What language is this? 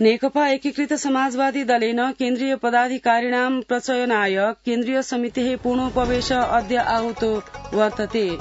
Sanskrit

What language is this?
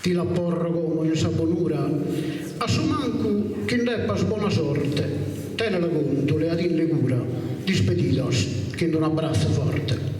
Sardinian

